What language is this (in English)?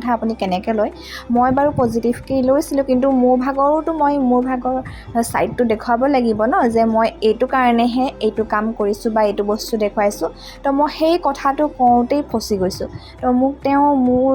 Assamese